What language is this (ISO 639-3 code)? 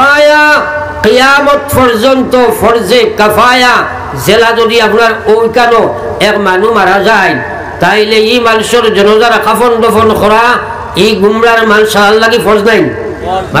syl